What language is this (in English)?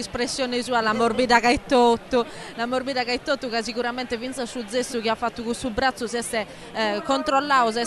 Sardinian